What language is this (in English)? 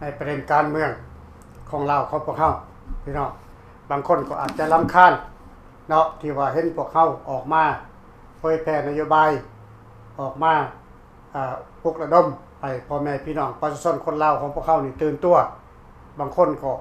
Lao